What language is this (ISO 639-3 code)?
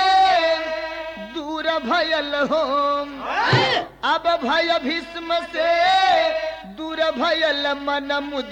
bho